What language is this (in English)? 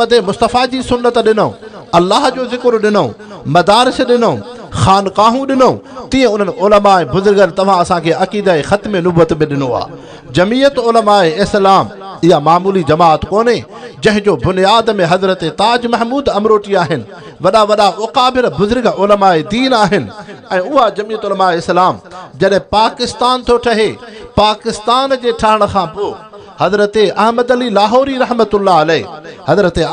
Sindhi